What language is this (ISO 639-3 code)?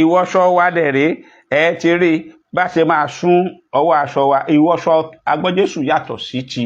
yor